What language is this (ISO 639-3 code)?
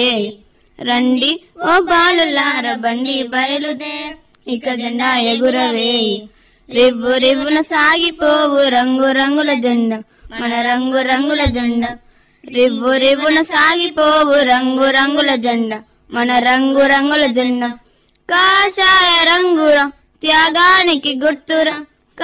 tel